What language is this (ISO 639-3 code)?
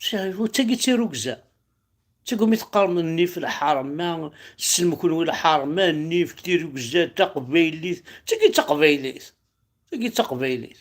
kab